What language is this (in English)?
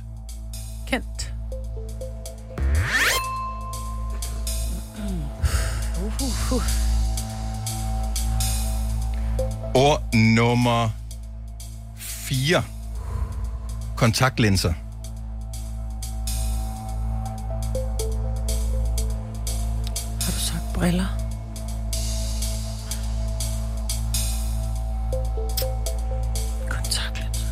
Danish